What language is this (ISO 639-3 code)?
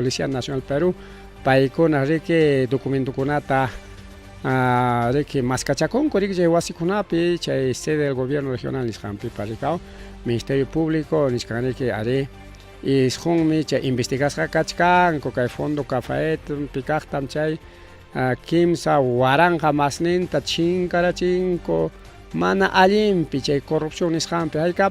quy